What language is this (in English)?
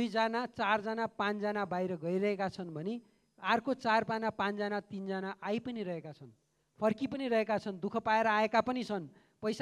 Nepali